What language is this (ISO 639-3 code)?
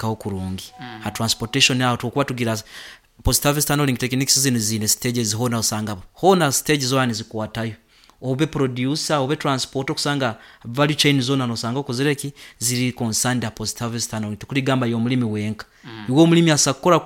nyn